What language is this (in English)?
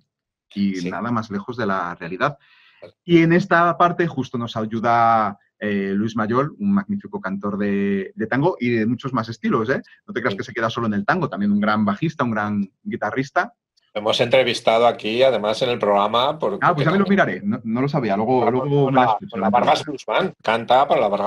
Spanish